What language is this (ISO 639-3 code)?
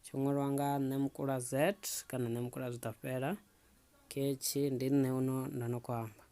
ven